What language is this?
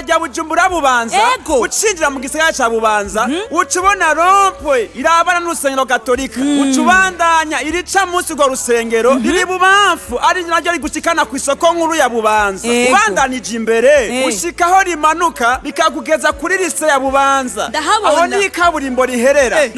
Rundi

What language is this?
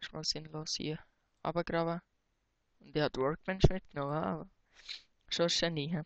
Swiss German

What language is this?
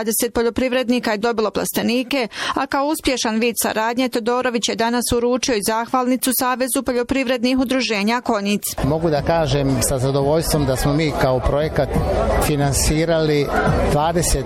Bosnian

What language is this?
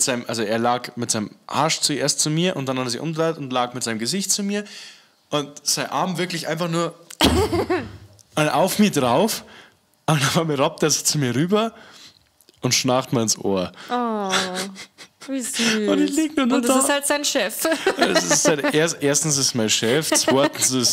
Bavarian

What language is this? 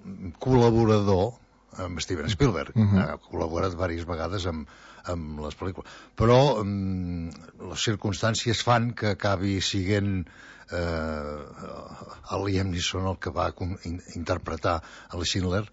Catalan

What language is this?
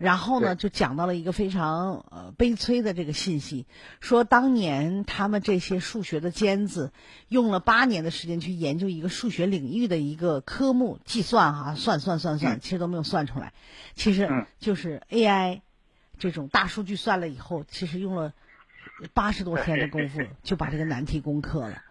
Chinese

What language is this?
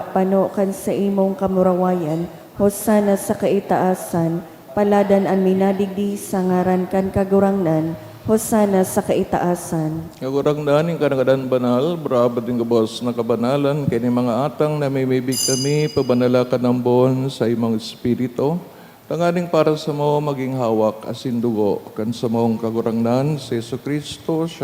Bikol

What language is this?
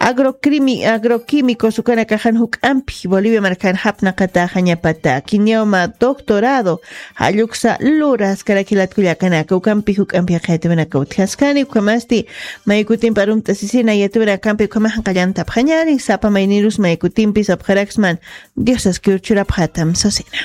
Aymara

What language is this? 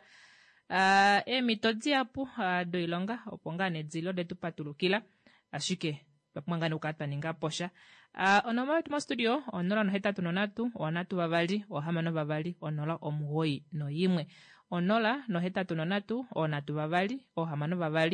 Kuanyama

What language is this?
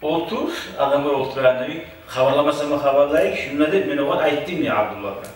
Kumyk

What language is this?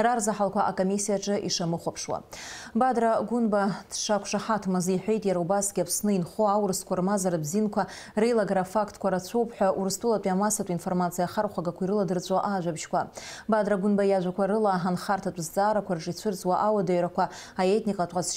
Abkhazian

